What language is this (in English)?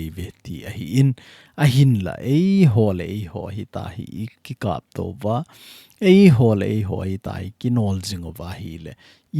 Thado Chin